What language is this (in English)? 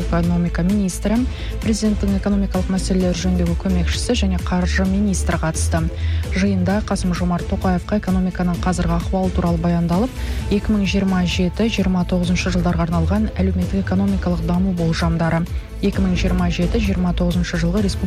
Kazakh